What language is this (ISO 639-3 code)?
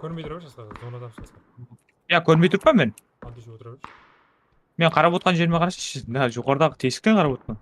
kaa